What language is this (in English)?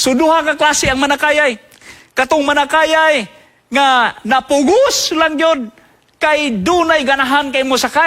Cebuano